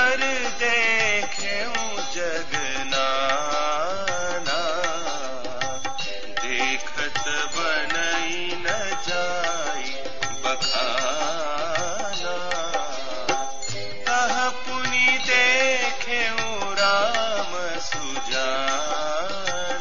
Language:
Hindi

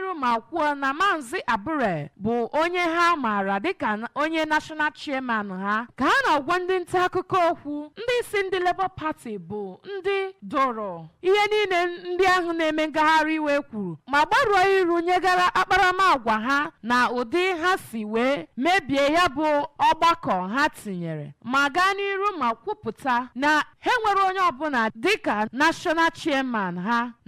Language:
Igbo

